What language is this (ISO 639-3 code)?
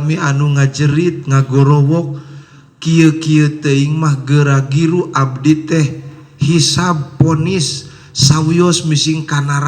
sun